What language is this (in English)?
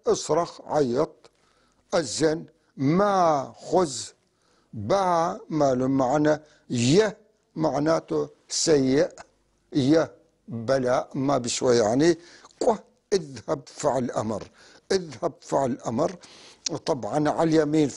North Levantine Arabic